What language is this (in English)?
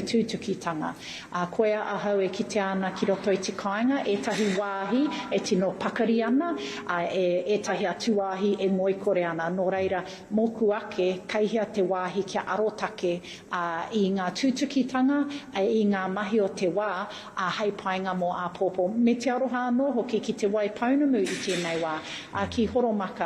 Māori